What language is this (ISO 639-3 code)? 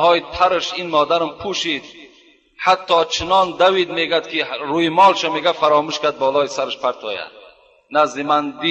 tgk